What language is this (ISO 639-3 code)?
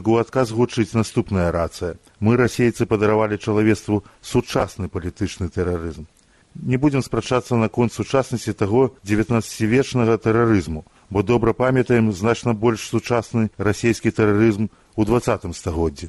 bel